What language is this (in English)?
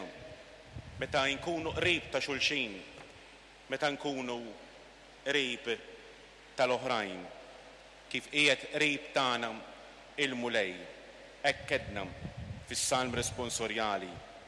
Maltese